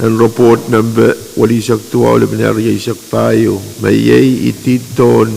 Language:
Pohnpeian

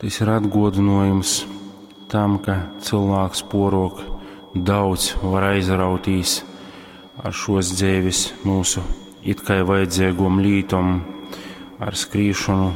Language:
Latgalian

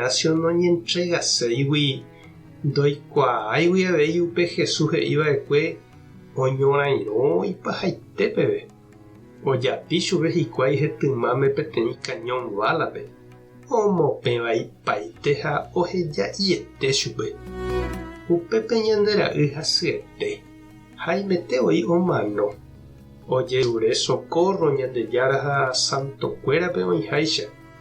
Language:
Guarani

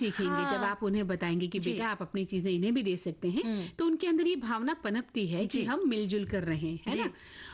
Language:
Hindi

